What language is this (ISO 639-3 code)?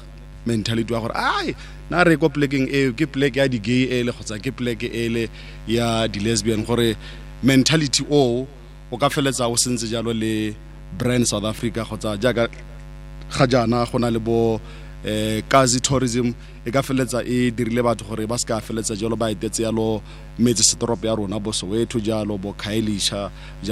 tsn